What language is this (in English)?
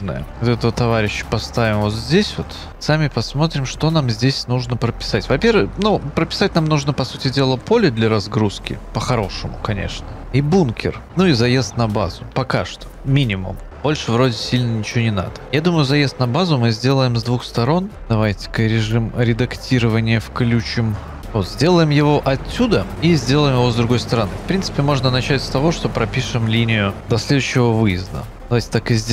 Russian